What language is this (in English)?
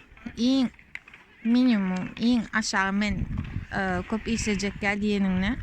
Turkmen